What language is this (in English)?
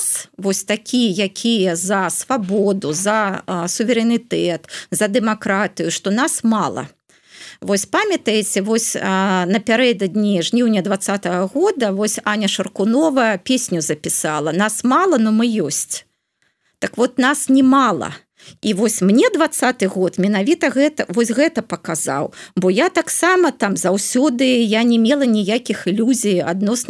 Belarusian